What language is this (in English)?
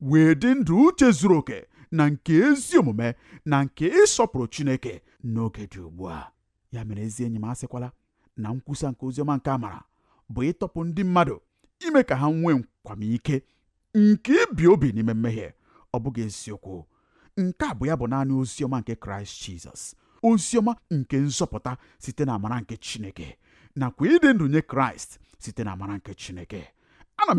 Igbo